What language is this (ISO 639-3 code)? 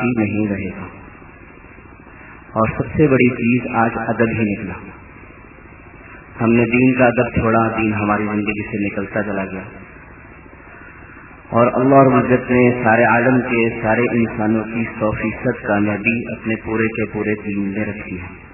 urd